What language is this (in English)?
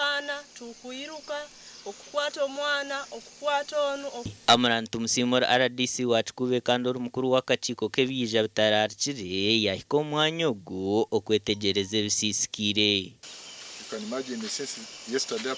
Nyankole